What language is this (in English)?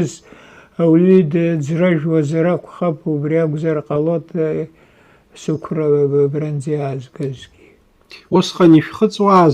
Abkhazian